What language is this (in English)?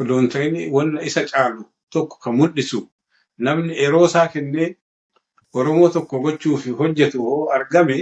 Oromo